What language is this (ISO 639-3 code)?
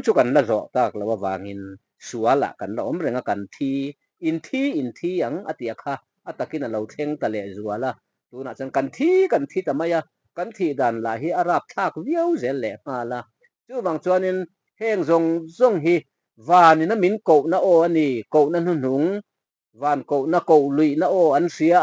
lus